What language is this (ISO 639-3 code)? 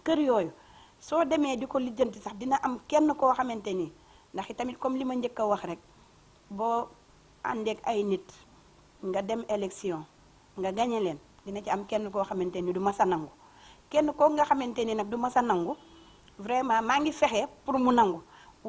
wol